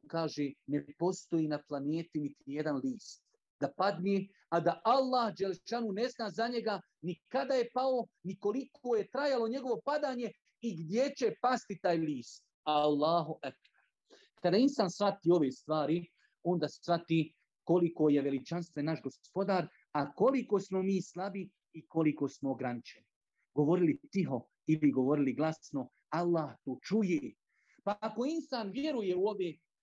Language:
Bosnian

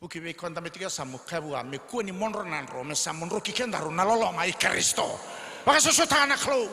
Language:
Fijian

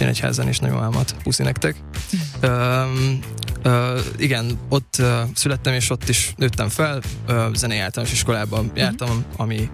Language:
Hungarian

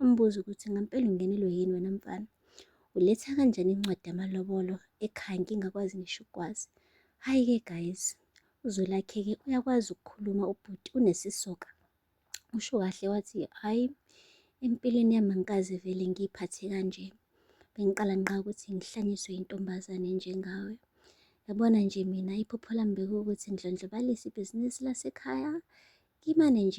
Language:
Zulu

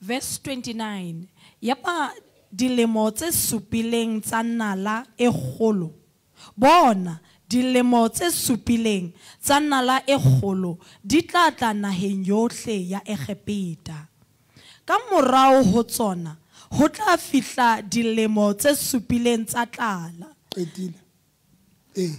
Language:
Southern Sotho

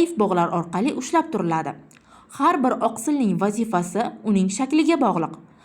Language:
Uzbek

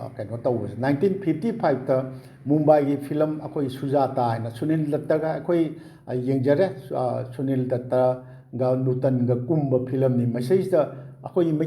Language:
Manipuri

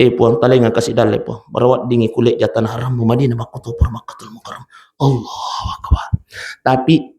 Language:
Buginese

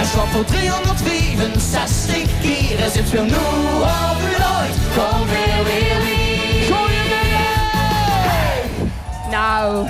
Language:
Limburgish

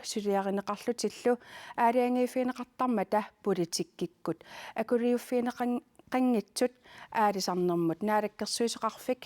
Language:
Kalaallisut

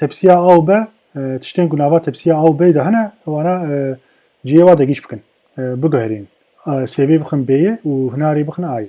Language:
Kurdish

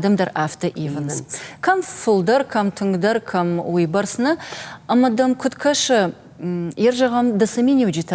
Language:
Ossetic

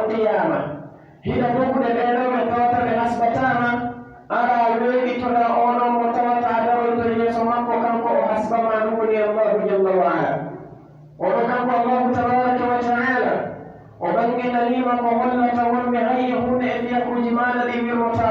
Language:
Pular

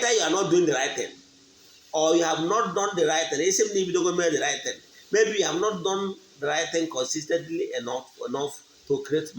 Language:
Igbo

